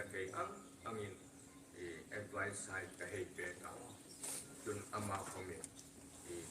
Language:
Hmar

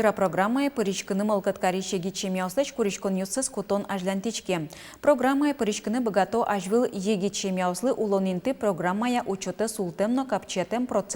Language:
Udmurt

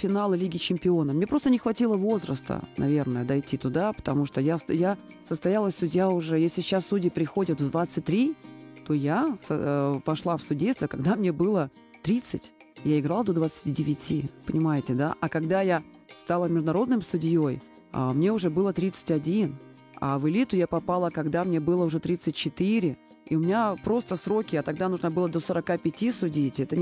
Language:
Russian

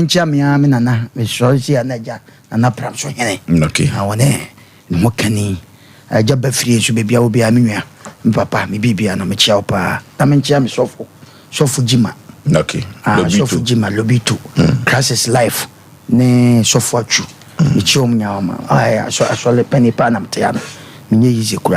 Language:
Akan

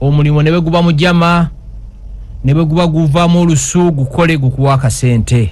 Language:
Ganda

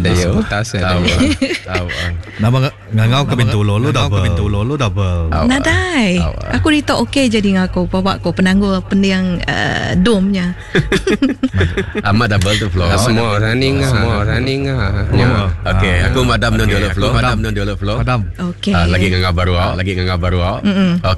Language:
Iban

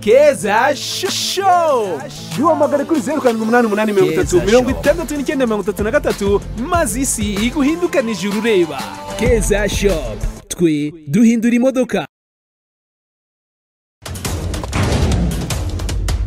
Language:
Kinyarwanda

